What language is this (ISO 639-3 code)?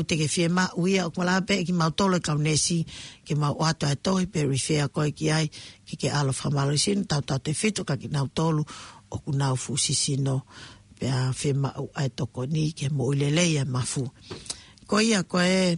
ton